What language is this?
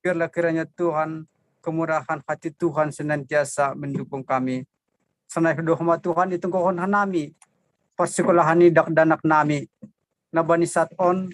Batak Simalungun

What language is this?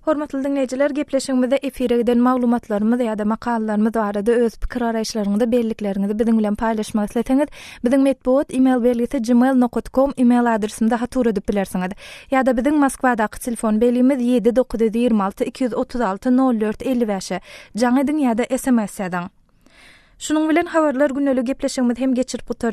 Turkmen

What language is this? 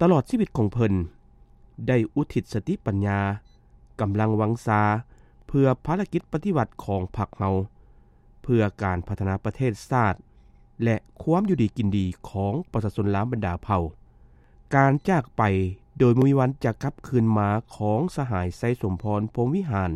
Lao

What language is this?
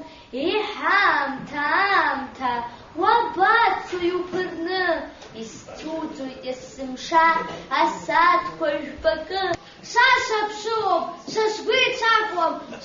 Abkhazian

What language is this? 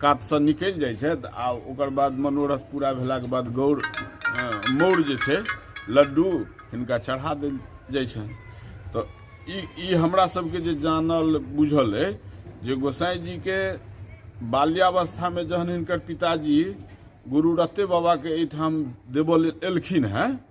Maithili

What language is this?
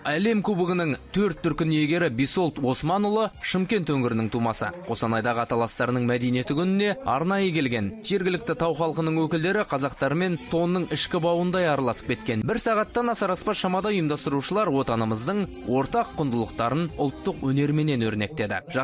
Kazakh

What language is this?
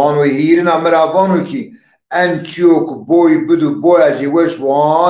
Zaza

